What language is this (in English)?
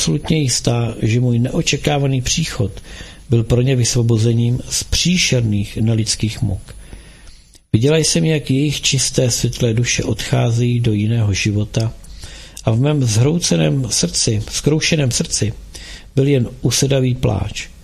Czech